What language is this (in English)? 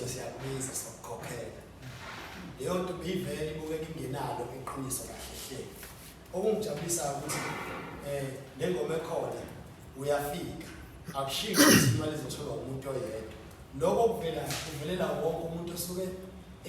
Zulu